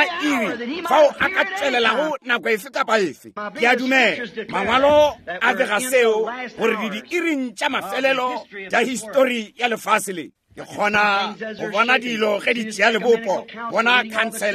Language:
Northern Sotho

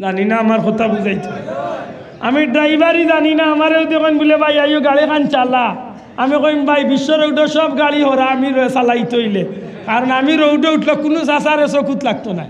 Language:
Sylheti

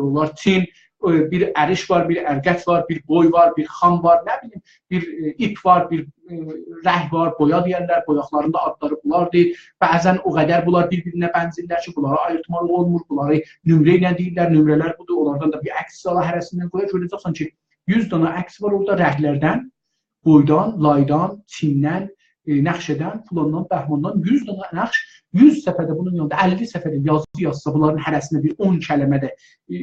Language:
South Azerbaijani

